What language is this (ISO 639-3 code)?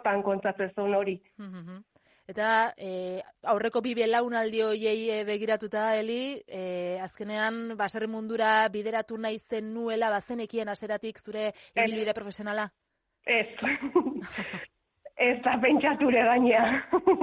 eus